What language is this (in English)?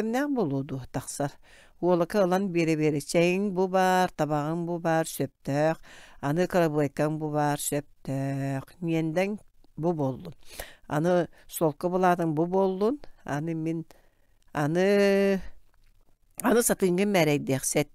Yakut